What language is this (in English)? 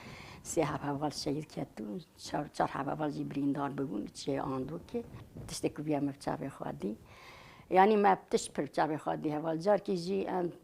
Kurdish